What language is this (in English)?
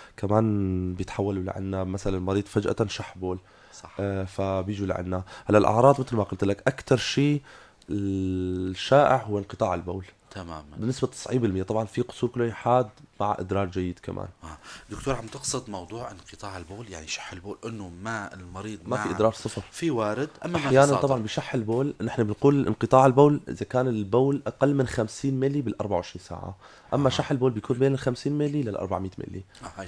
North Levantine Arabic